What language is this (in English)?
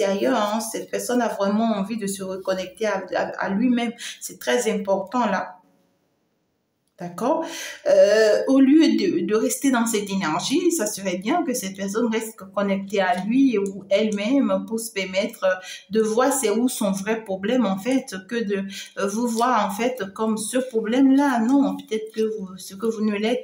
French